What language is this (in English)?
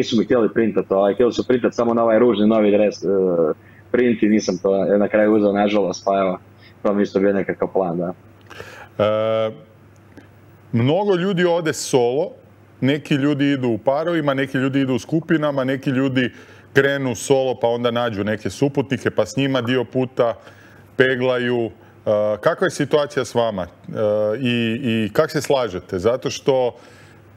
Croatian